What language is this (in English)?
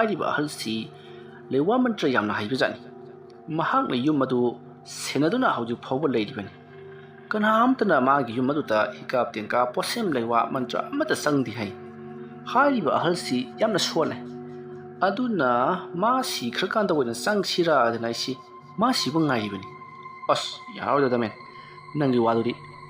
Manipuri